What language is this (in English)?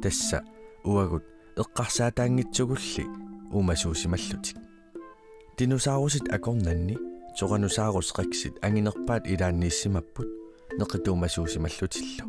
Kalaallisut